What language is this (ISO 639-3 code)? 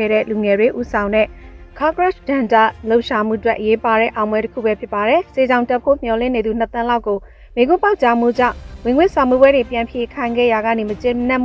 mya